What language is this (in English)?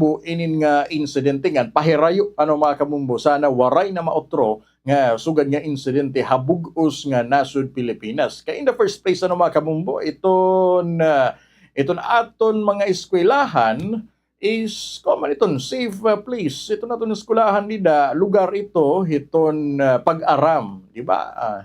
Waray